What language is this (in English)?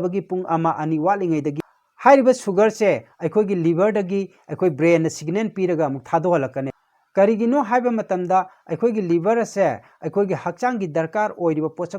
Manipuri